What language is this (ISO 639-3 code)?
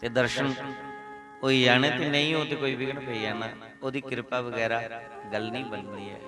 doi